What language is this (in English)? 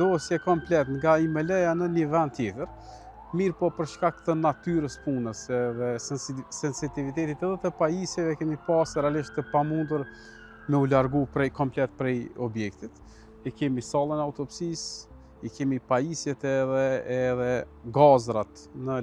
Albanian